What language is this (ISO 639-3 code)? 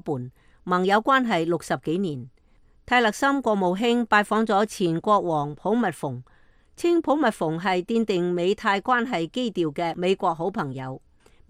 yue